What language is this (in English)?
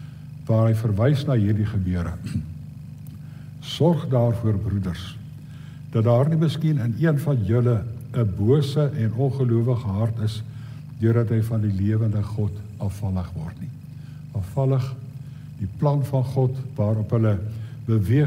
Afrikaans